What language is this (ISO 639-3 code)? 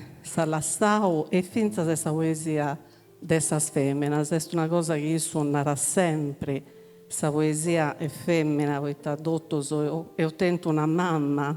srd